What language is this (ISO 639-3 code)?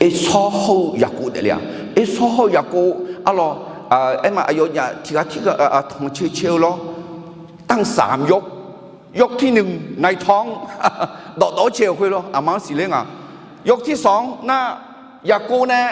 ahk